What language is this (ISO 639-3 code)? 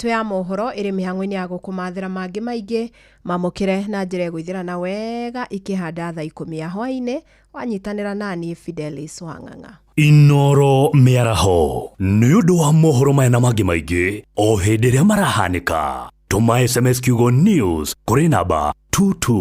kik